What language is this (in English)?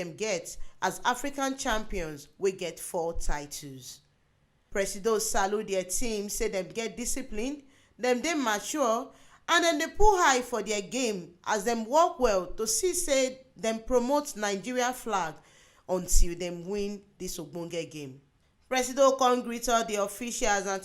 Nigerian Pidgin